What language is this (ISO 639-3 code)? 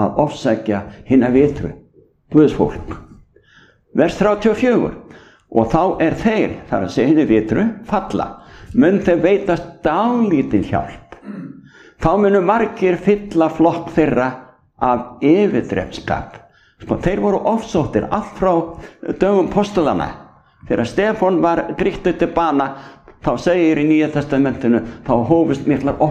isl